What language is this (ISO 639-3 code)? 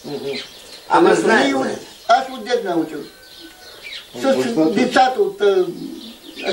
bul